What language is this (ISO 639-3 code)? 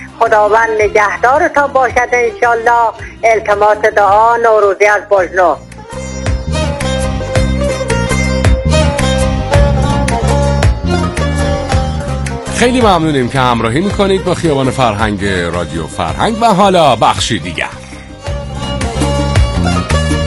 fas